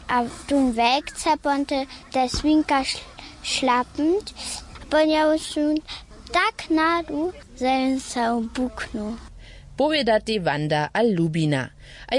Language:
Upper Sorbian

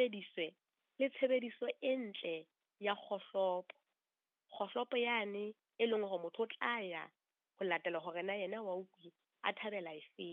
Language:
Southern Sotho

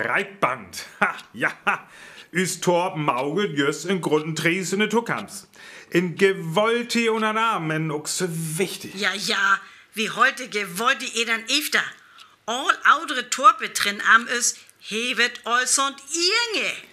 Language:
Northern Frisian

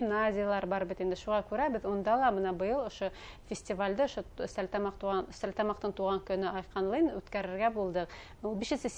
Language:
Bashkir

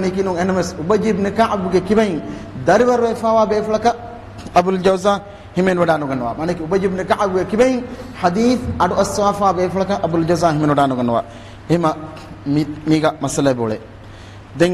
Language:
Divehi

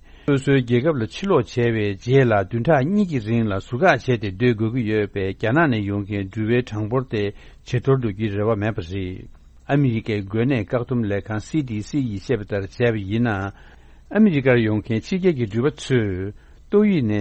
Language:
Tibetan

